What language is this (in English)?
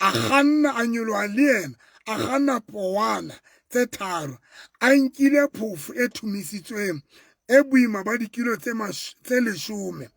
Southern Sotho